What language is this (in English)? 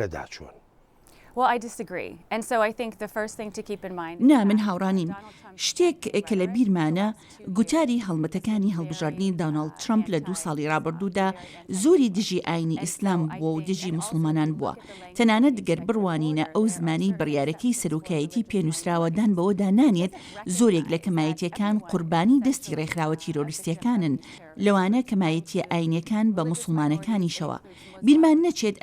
Central Kurdish